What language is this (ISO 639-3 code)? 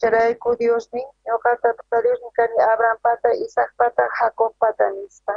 quh